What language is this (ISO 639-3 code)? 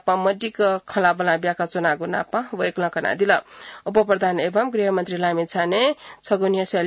new